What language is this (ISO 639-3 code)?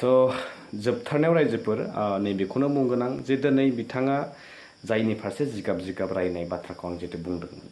brx